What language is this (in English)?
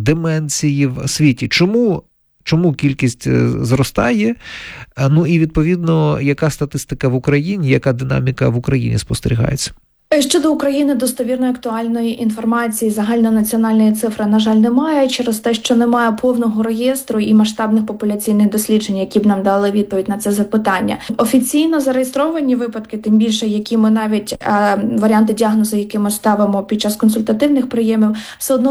Ukrainian